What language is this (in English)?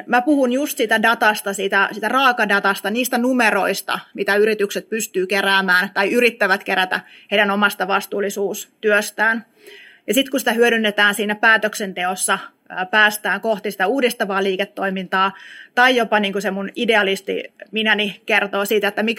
Finnish